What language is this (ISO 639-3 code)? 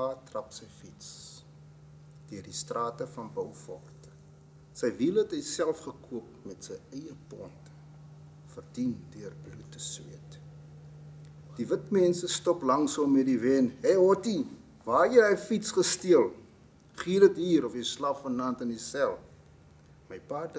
afr